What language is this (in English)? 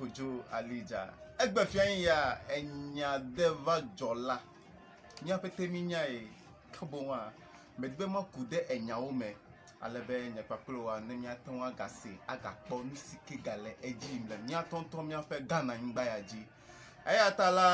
Ewe